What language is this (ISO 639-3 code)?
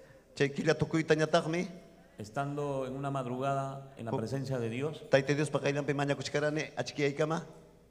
quy